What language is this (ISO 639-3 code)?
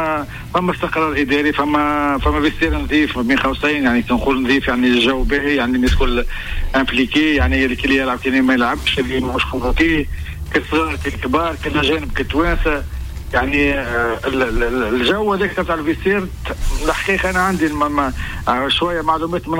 aeb